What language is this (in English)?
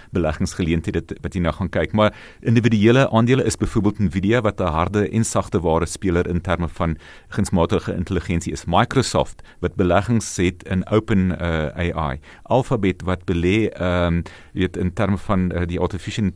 Afrikaans